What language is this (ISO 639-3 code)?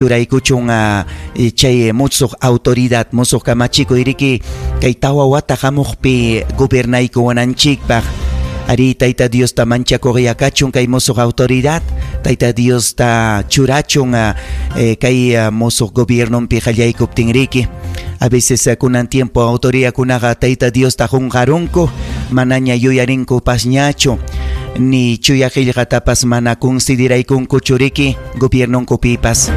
quy